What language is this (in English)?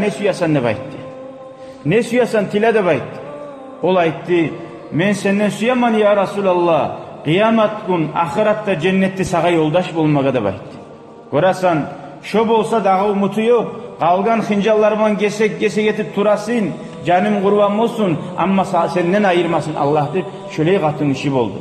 Kumyk